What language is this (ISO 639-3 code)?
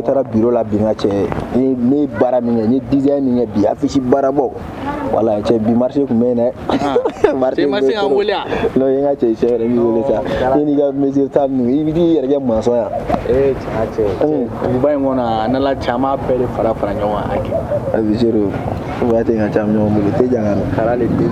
bam